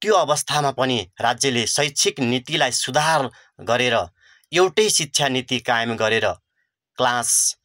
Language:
Nepali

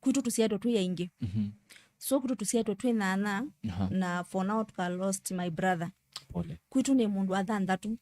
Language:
Kamba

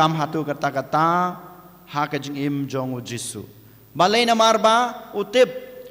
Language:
Khasi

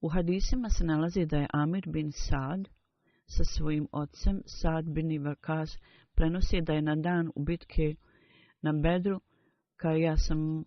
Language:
Bosnian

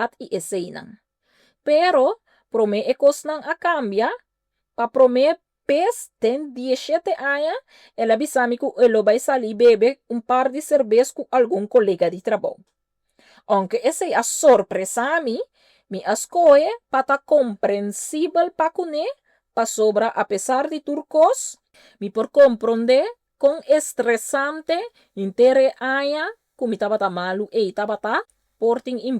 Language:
Papiamento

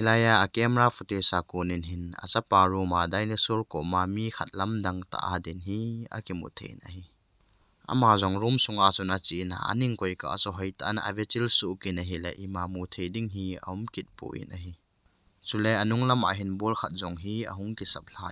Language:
Thado Chin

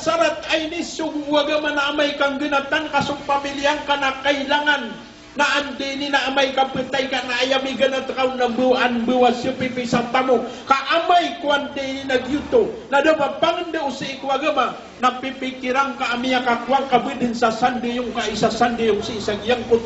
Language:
Maranao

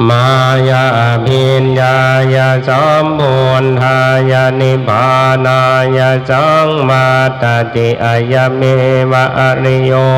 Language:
Pali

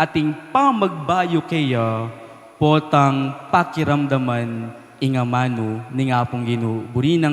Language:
Pampanga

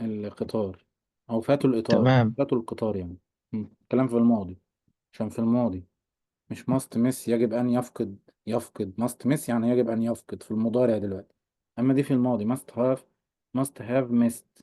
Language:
Egyptian Arabic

